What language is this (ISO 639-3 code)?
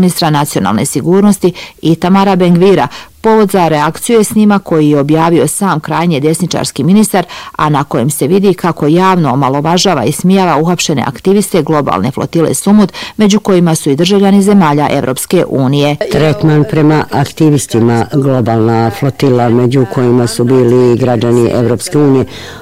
bos